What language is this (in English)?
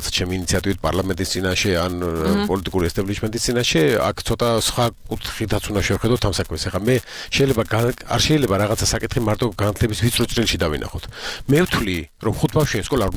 Georgian